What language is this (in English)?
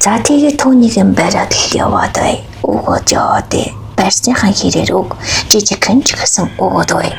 Mongolian